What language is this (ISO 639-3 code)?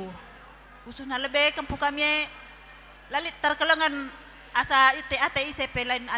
btx